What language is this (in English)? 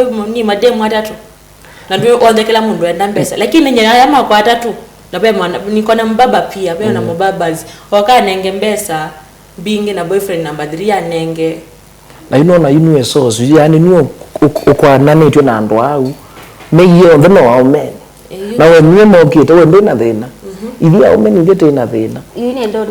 Kamba